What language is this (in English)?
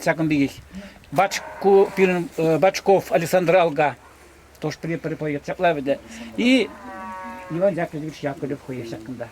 Chuvash